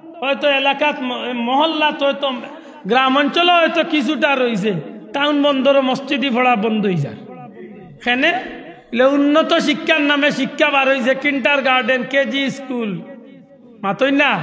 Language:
Sylheti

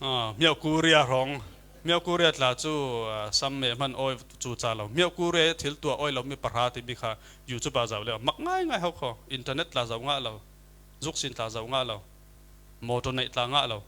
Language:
Falam Chin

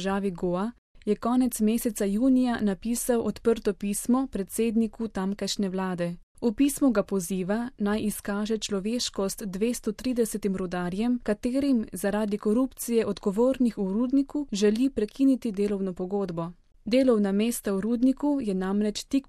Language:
Slovenian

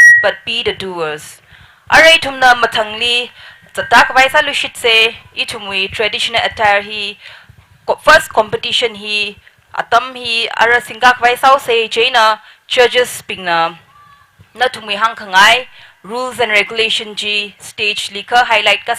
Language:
Tangkhul Naga (India)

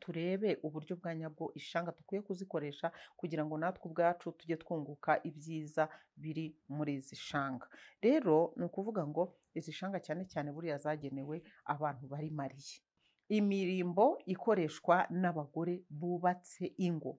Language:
Kinyarwanda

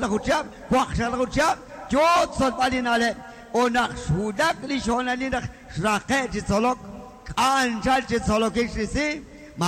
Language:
Kekchí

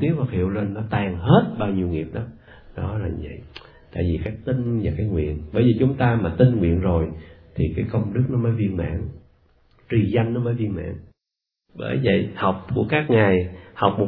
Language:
Vietnamese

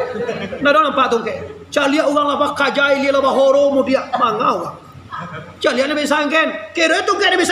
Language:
Minangkabau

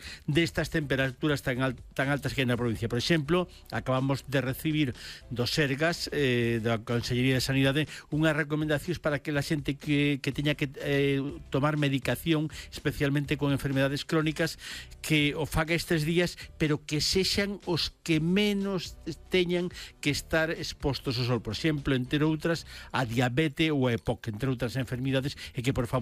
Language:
Galician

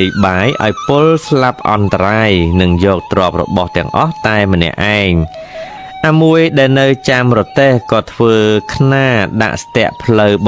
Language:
Khmer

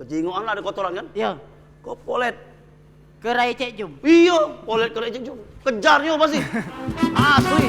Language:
Musi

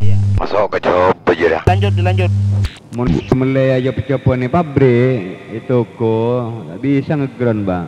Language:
Madurese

